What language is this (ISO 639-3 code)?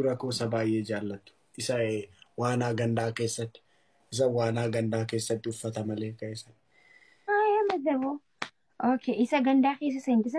orm